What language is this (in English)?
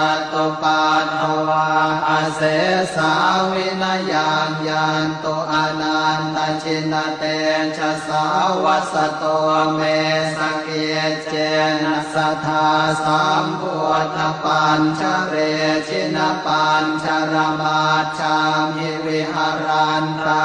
Pali